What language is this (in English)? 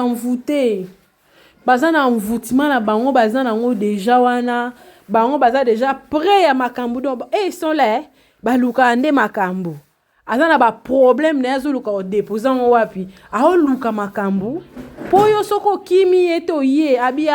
Lingala